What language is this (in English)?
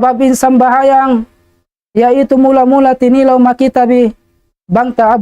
Tausug